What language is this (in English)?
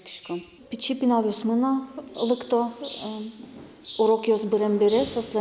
Udmurt